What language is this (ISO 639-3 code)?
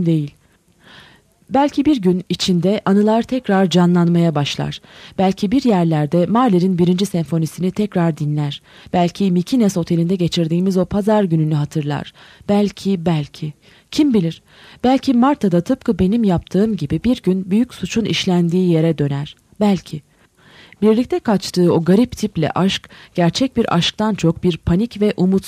tur